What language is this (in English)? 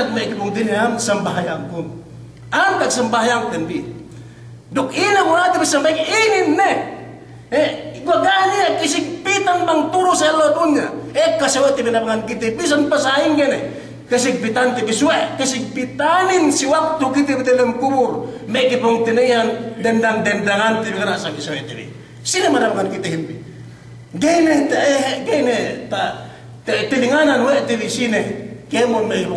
Yakan